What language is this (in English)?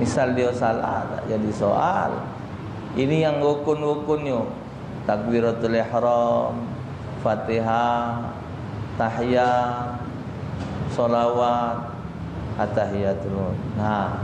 Musi